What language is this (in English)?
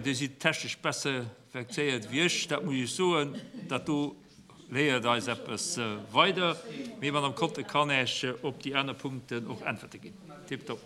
Luxembourgish